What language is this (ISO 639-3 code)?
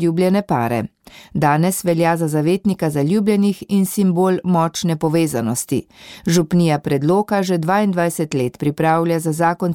slv